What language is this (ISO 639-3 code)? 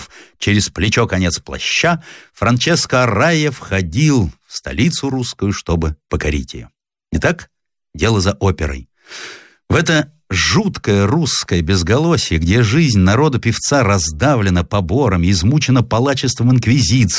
rus